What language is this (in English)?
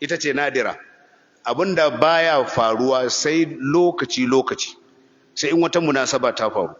Hausa